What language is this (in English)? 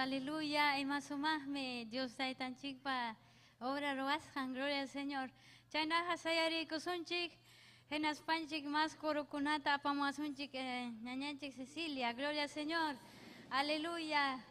Ayacucho Quechua